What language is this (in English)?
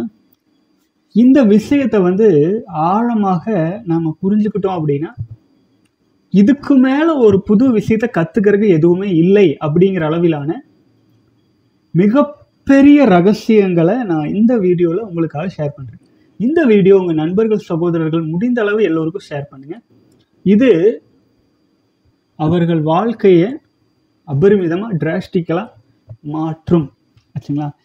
Tamil